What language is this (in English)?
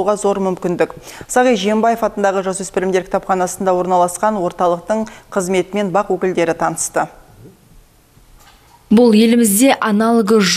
Kazakh